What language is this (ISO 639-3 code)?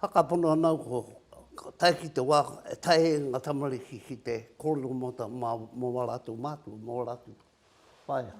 mri